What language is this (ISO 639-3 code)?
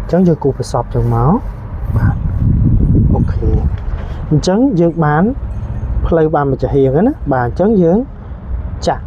khm